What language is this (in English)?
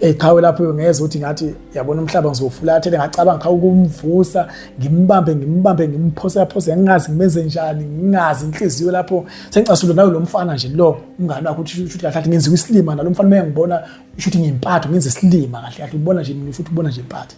Zulu